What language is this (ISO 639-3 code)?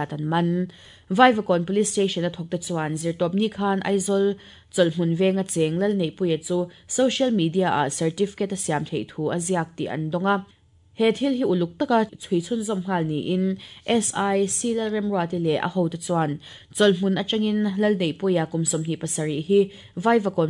lus